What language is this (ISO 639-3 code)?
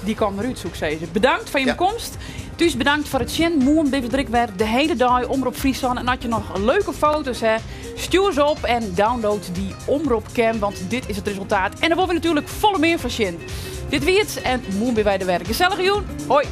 fry